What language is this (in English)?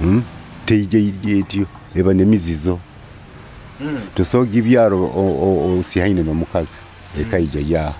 Nyoro